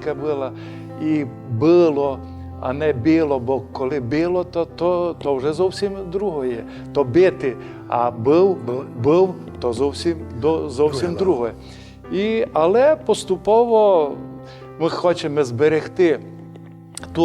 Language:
Rusyn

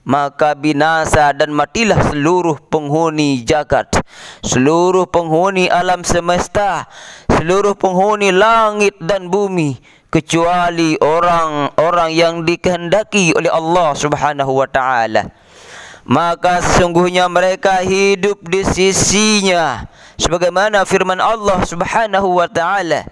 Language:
Sasak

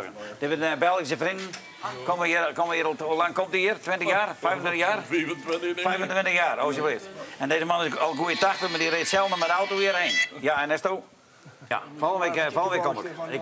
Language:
Western Frisian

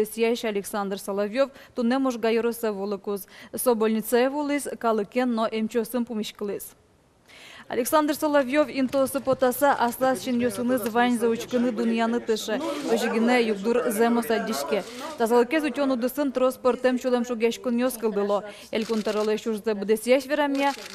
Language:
Udmurt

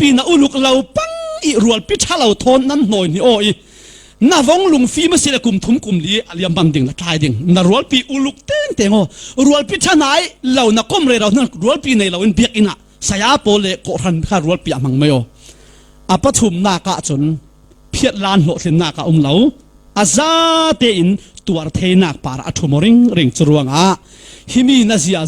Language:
Falam Chin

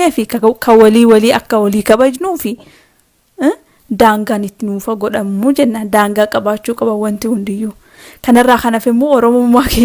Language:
Oromo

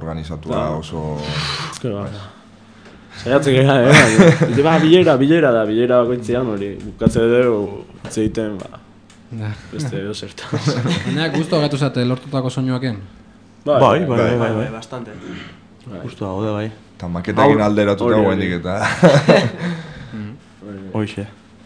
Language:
Basque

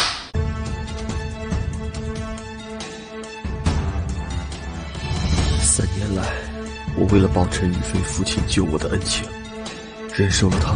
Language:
Chinese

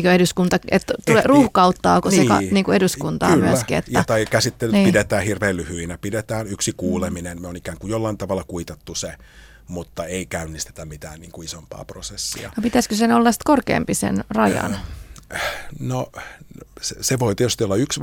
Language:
Finnish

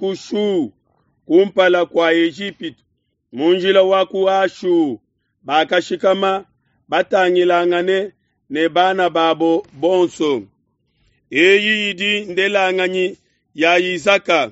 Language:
Luba-Lulua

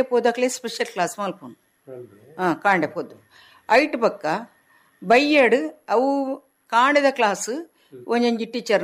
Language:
Tulu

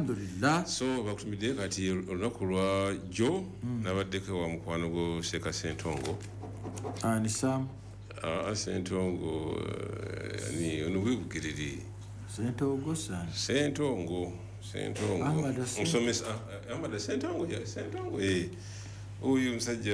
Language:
Ganda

